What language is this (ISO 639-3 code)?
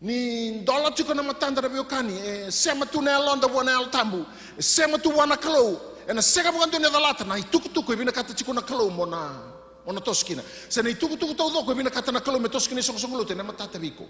fij